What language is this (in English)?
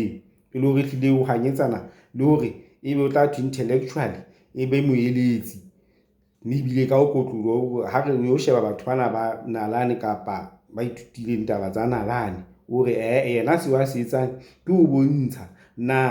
Southern Sotho